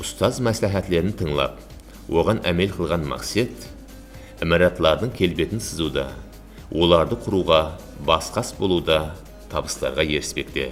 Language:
Kara-Kalpak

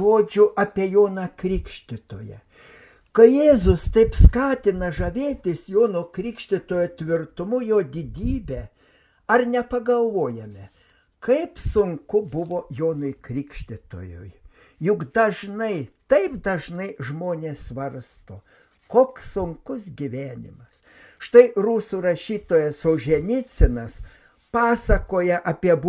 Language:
Lithuanian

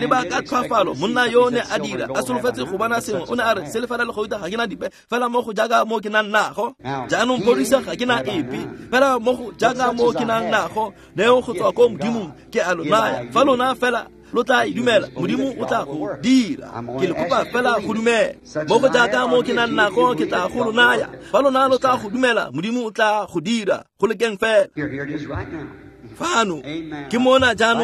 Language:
Tswana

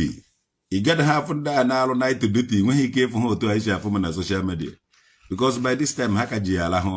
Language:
Igbo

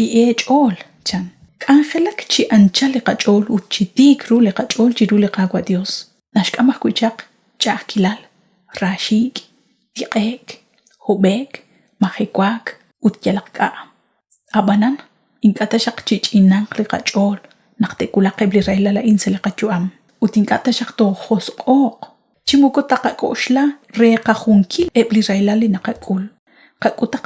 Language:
Kekchí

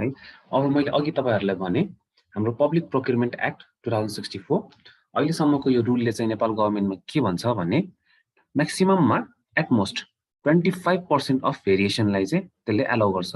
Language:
Nepali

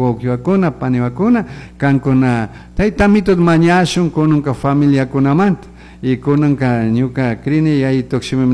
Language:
Chimborazo Highland Quichua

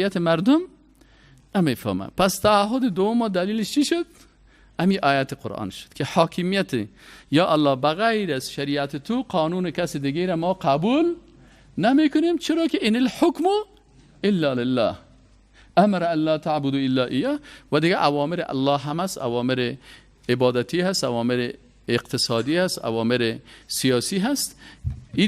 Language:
Persian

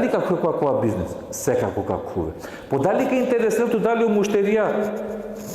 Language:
Balkan Romani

